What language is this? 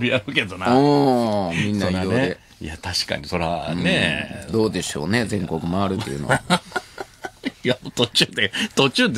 Japanese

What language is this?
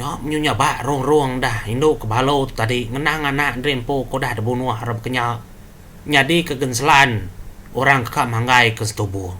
Iban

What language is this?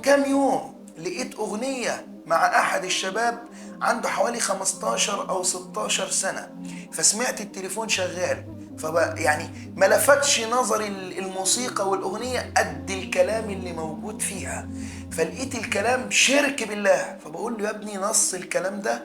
Egyptian Arabic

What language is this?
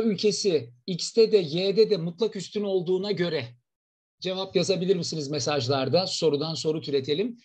Turkish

